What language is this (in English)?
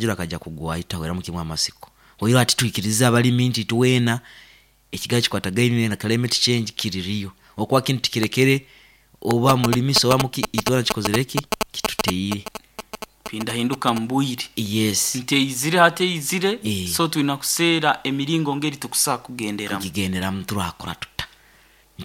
Nyankole